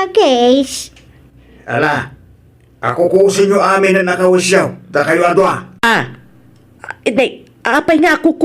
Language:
Iloko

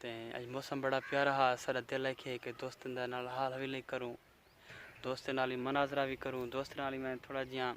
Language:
Saraiki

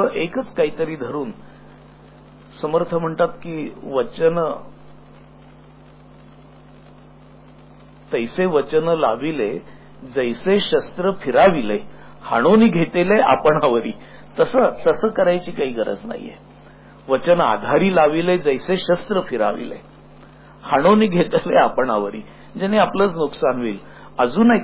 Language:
Marathi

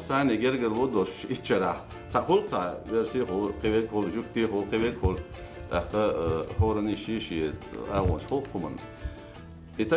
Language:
Chechen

